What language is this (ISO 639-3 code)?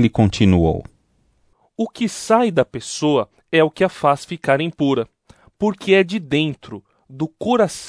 por